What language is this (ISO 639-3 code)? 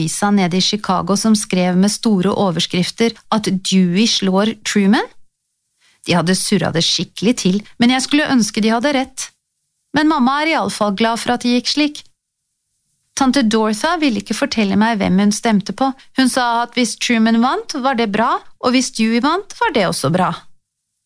nor